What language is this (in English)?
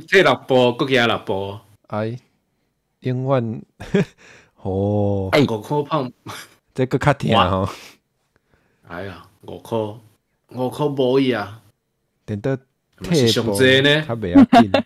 Min Nan Chinese